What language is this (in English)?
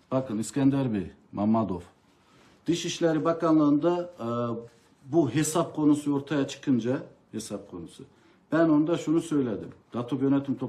Turkish